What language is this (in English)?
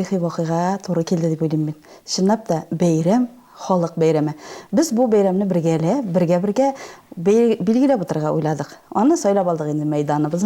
Tatar